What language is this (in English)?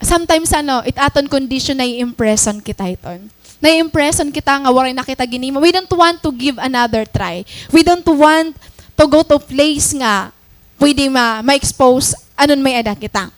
Waray